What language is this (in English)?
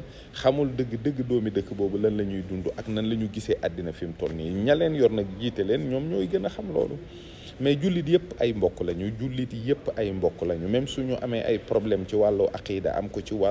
Wolof